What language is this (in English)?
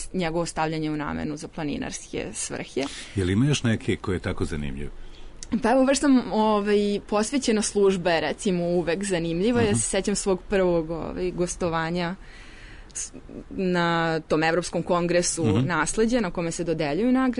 Serbian